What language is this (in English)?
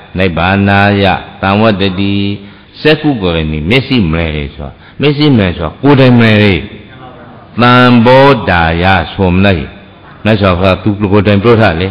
Burmese